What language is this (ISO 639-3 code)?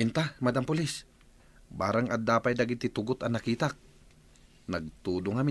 ilo